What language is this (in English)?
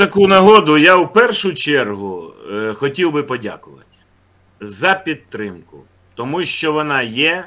Ukrainian